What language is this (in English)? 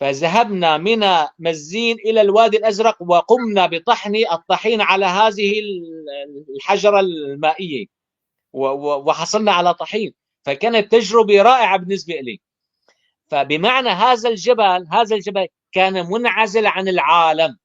North Levantine Arabic